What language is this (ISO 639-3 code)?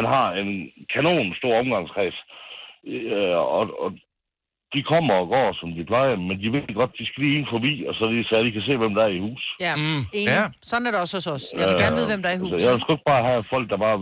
dan